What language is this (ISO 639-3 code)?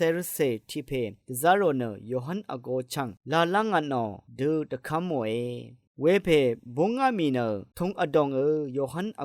raw